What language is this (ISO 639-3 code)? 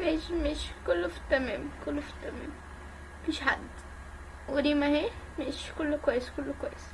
arz